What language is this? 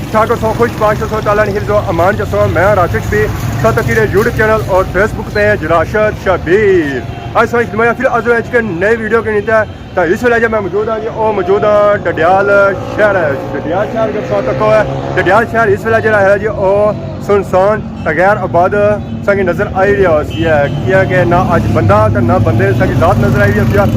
Pahari-Potwari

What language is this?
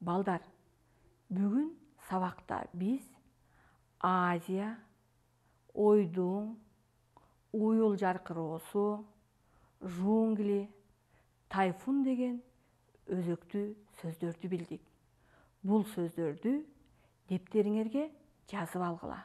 Kyrgyz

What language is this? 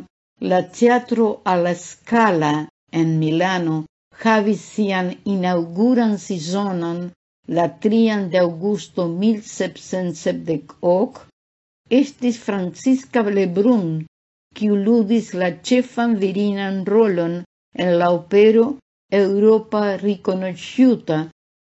Esperanto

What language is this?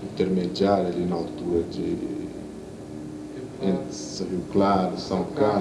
Portuguese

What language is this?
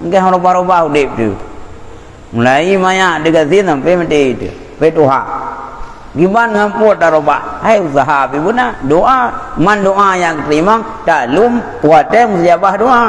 Achinese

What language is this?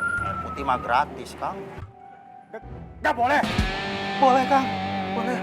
Betawi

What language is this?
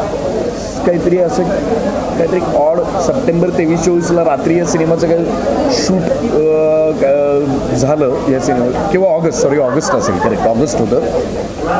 Marathi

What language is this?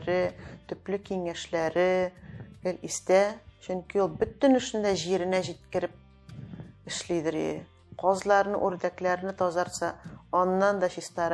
Tatar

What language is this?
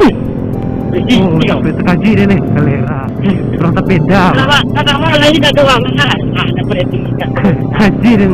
Minangkabau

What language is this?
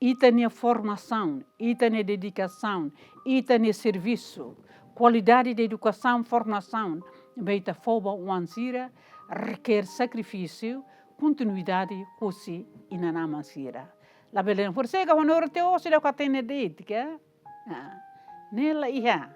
Tetum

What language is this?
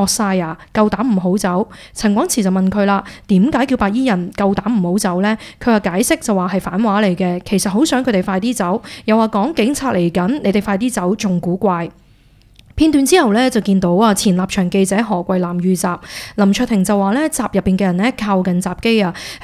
Cantonese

